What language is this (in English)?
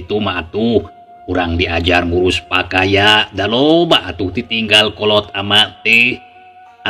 Sundanese